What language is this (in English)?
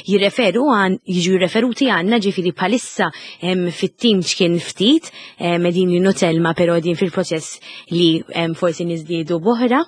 Maltese